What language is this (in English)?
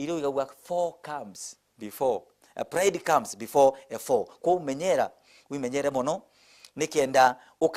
Meru